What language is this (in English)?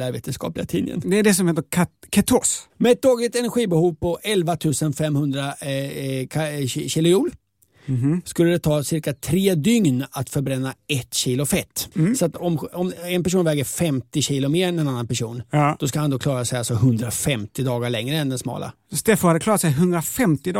Swedish